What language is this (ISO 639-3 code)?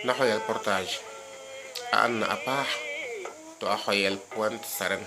srr